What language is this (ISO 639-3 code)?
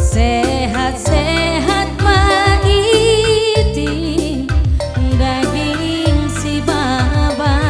btx